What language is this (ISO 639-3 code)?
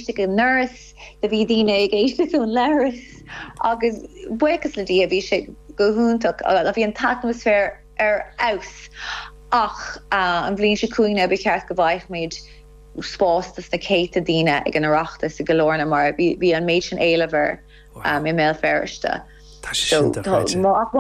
gle